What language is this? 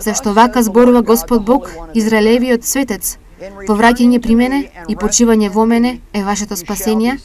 Macedonian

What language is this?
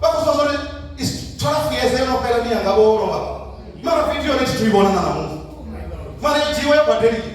Venda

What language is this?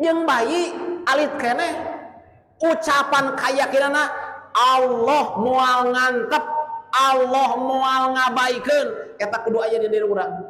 Sundanese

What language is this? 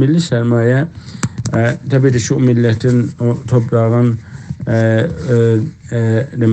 South Azerbaijani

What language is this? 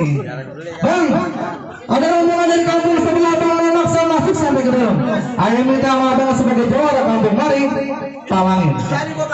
Betawi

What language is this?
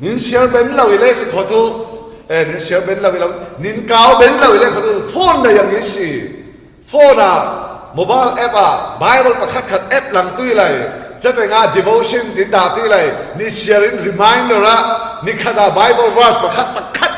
Falam Chin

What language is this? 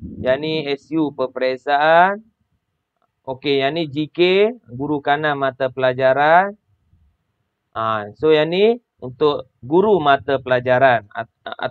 Malay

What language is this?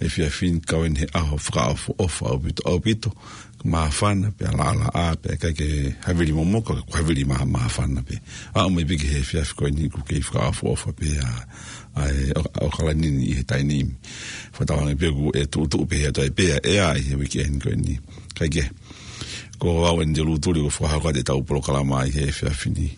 Tongan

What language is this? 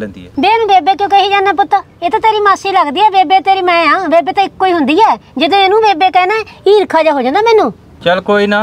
Punjabi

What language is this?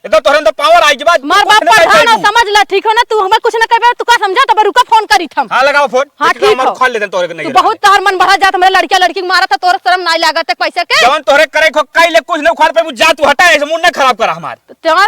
Awadhi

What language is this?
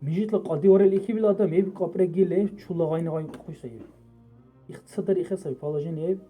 Dargwa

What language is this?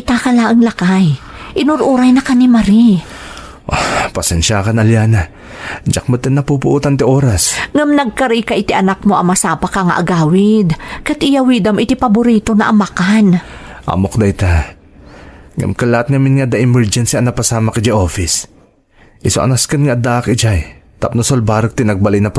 Iloko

